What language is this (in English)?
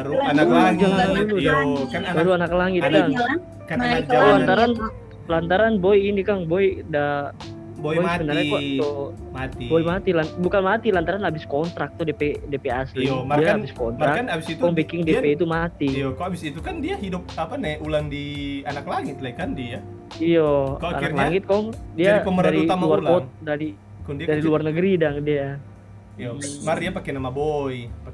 Manado Malay